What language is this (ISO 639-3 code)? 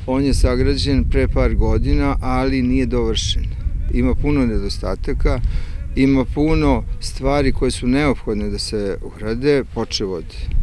srp